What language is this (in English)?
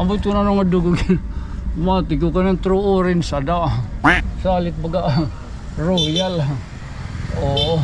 Waray